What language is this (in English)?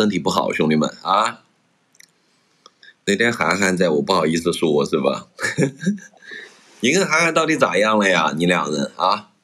Chinese